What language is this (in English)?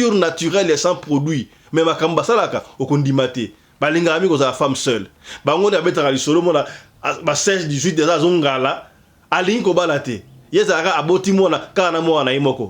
Lingala